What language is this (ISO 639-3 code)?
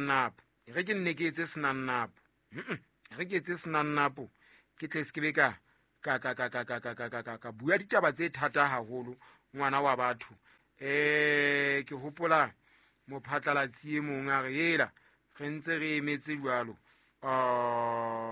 sot